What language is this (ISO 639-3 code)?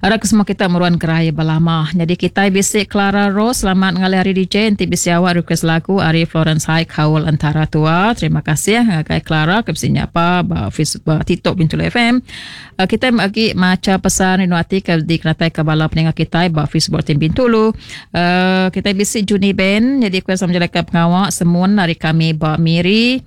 iba